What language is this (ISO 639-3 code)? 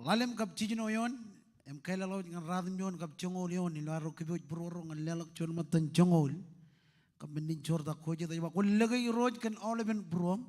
mah